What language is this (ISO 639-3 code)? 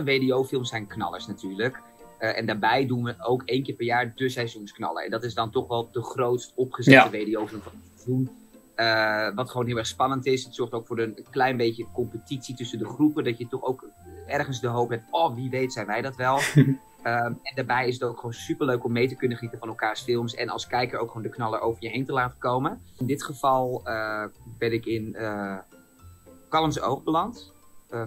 nld